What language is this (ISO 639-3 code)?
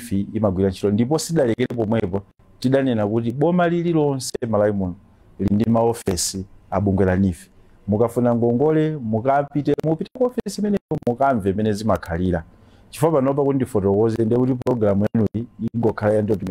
nya